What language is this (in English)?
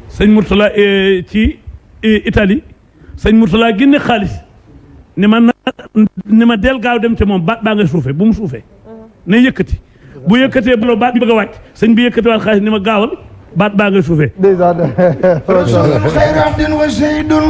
Wolof